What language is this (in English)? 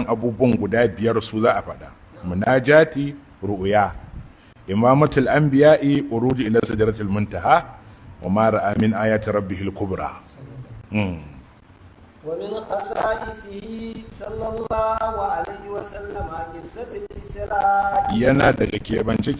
Hausa